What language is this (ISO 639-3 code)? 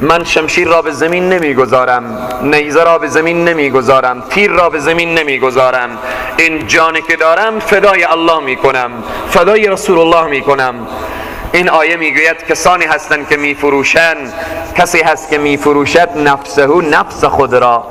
fas